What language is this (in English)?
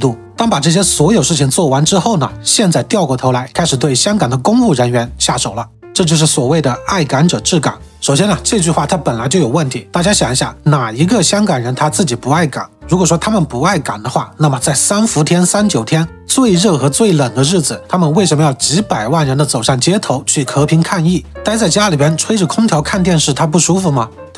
Chinese